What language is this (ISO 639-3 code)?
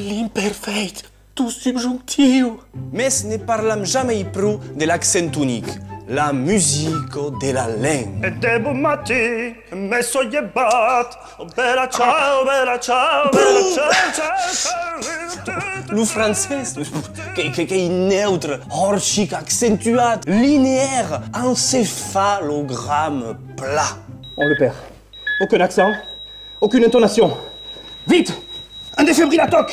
oci